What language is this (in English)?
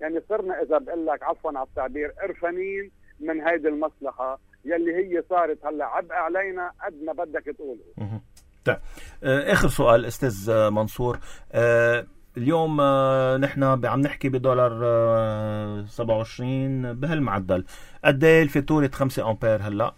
North Levantine Arabic